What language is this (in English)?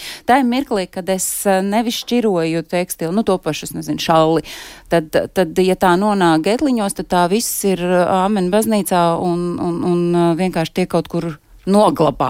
Latvian